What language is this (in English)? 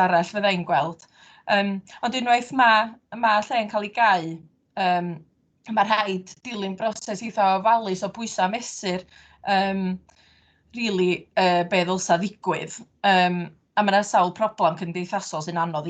Welsh